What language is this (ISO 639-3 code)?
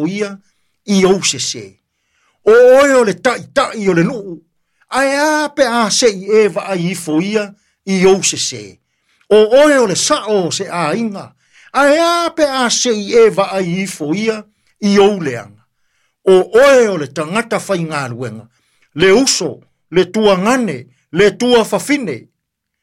smo